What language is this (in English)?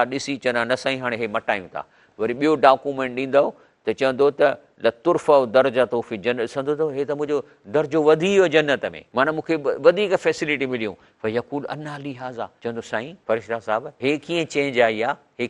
Sindhi